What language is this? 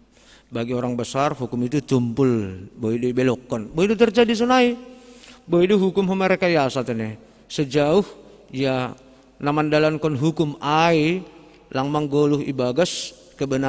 Batak Simalungun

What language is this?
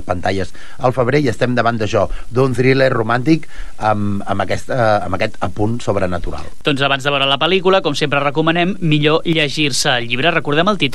Catalan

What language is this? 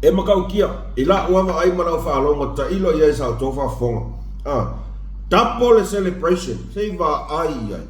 Samoan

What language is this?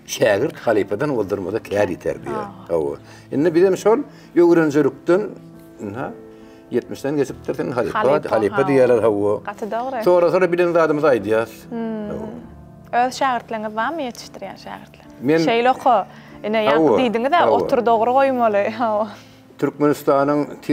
Turkmen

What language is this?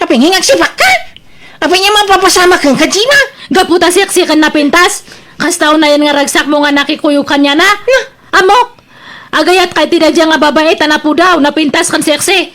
Iloko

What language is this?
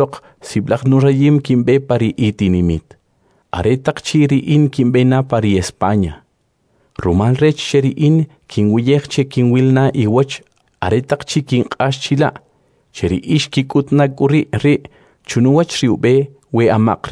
Kʼicheʼ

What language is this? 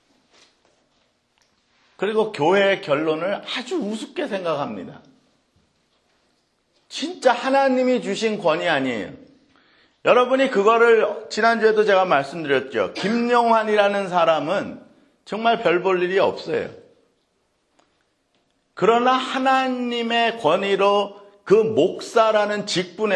Korean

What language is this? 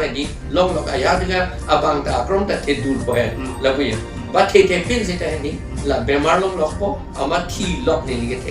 Karbi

